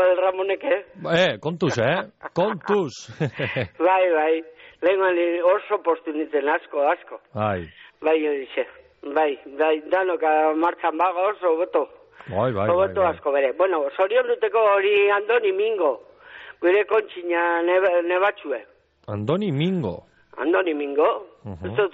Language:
Basque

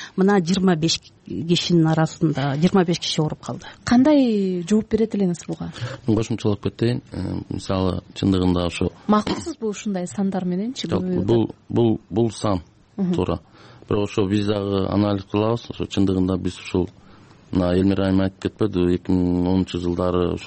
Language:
Kyrgyz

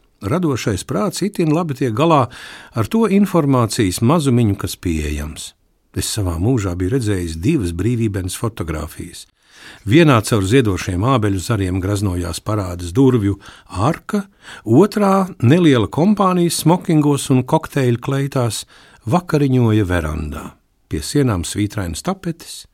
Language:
Latvian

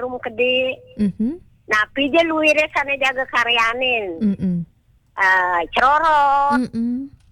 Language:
Balinese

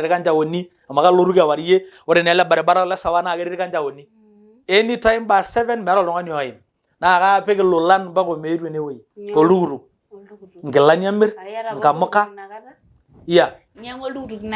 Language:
Masai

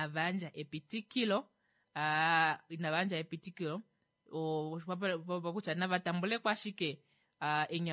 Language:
Kuanyama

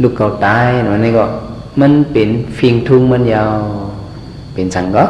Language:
Shan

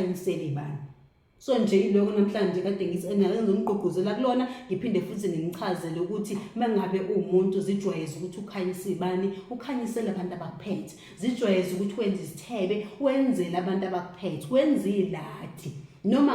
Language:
Zulu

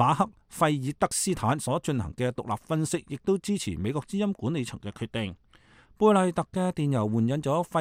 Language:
Cantonese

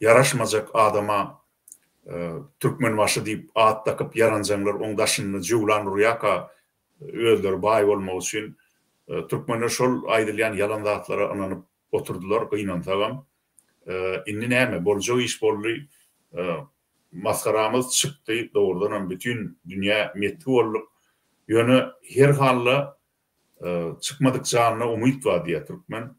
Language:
Turkmen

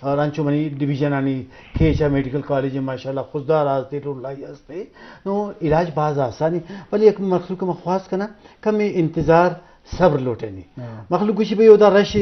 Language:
Eastern Balochi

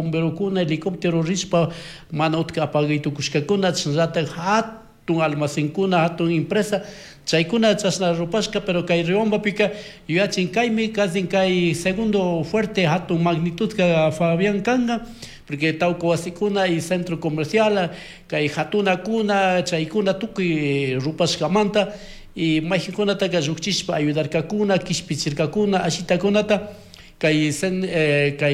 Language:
Chimborazo Highland Quichua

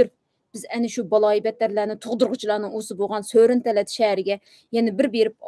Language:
Uyghur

